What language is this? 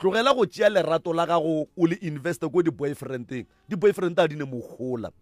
Northern Sotho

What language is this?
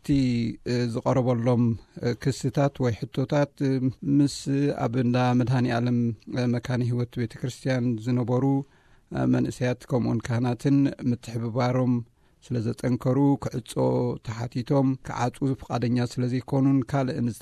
Tigrinya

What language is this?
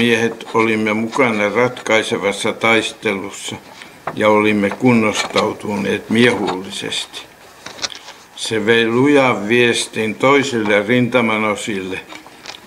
Finnish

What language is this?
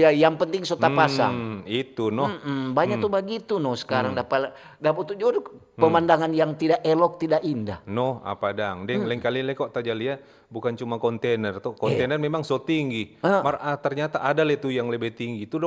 Manado Malay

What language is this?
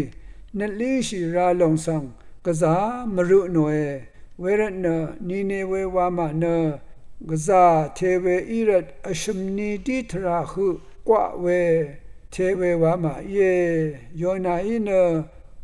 Rawang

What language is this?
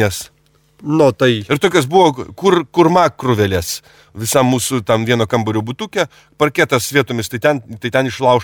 Lithuanian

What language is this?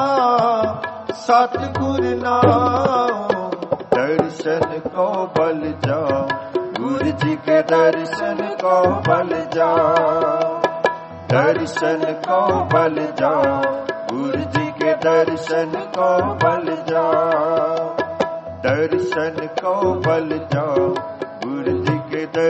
Punjabi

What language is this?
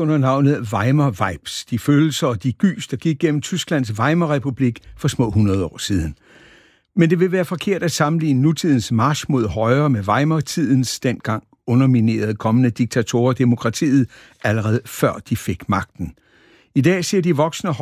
Danish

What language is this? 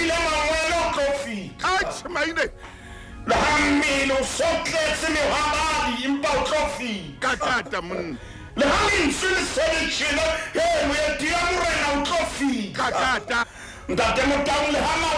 Southern Sotho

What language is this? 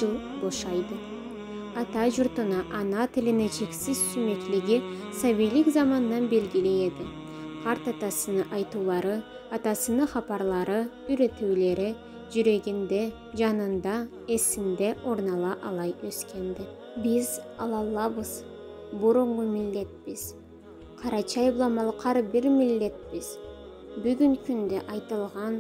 Karachay-Balkar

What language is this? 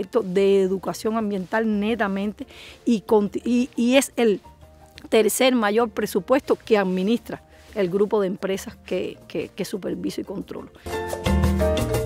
Spanish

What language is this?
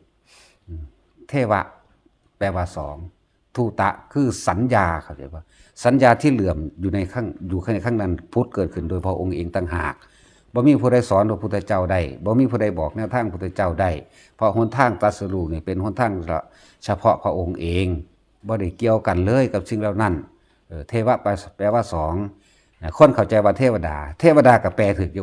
Northeastern Thai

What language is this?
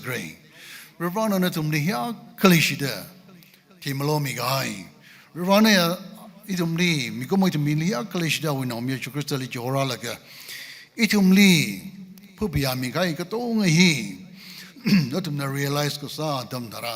Tangkhul Naga (India)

